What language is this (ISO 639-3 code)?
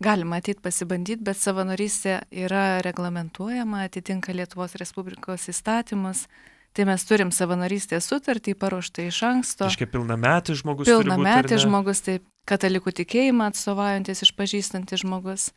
lit